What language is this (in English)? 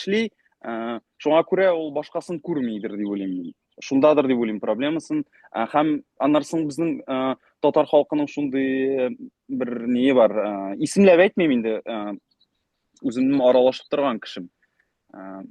Bashkir